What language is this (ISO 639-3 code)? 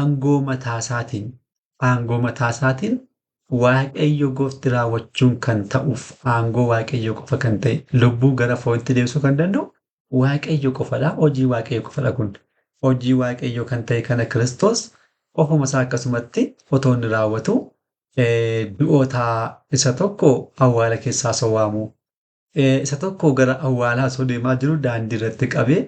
orm